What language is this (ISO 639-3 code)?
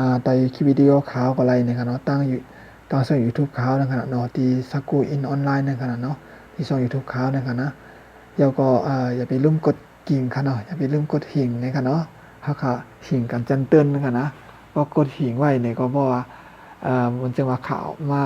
shn